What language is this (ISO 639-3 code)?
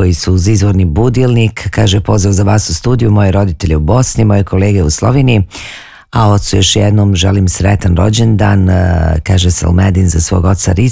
bos